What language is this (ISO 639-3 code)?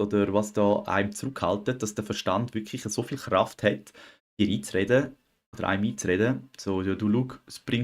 gsw